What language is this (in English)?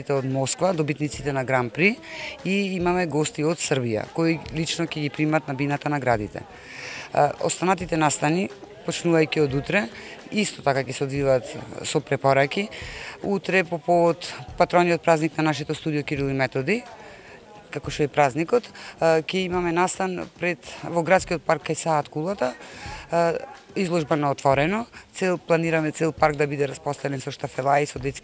Macedonian